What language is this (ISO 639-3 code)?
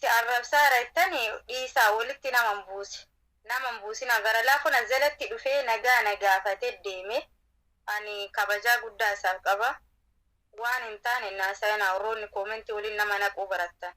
orm